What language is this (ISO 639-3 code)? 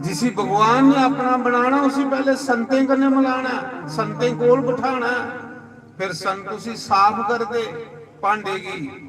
doi